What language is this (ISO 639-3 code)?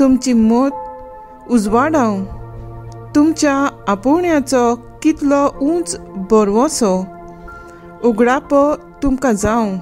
kok